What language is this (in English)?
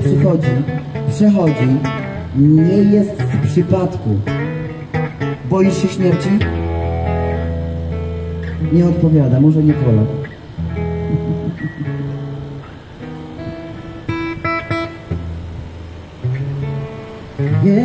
Polish